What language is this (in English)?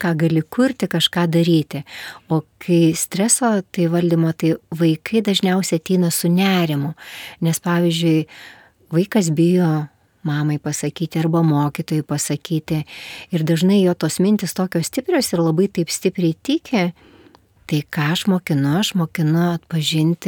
Lithuanian